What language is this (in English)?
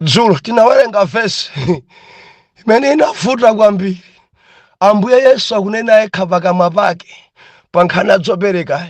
Nyanja